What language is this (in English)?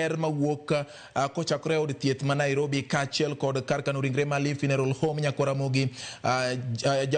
Luo (Kenya and Tanzania)